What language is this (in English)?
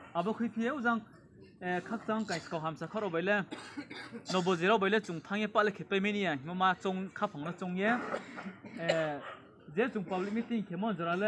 Riang (India)